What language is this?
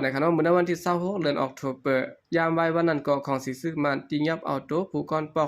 Shan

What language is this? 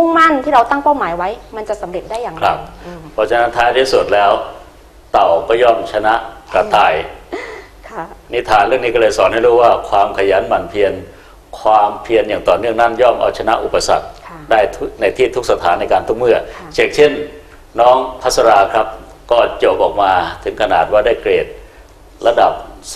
Thai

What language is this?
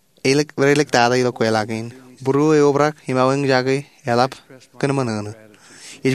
Marshallese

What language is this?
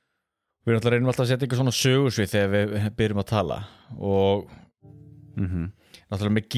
Icelandic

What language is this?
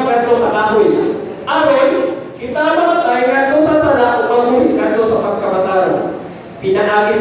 Cebuano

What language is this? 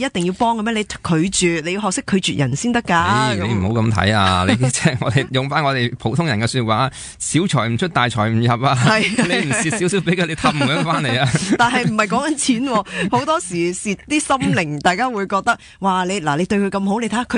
Cantonese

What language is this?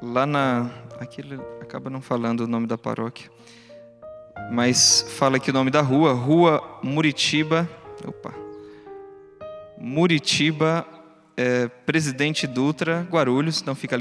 Portuguese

